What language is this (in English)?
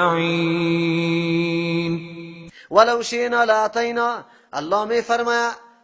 Persian